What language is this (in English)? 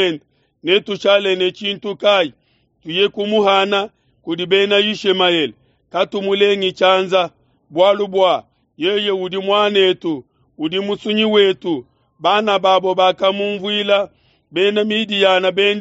Luba-Lulua